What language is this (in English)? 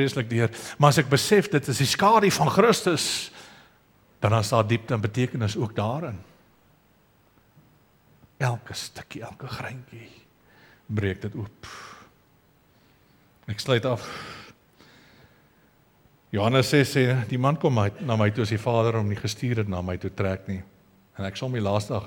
Afrikaans